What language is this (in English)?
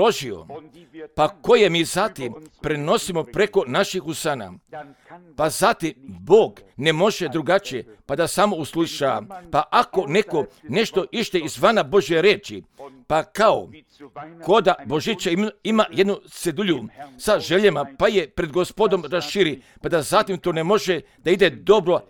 Croatian